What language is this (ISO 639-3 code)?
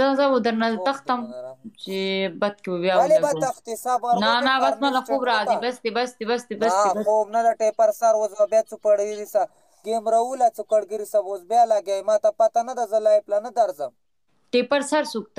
pus